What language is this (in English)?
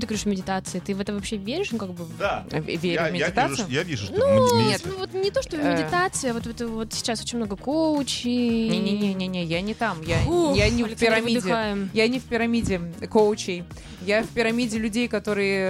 Russian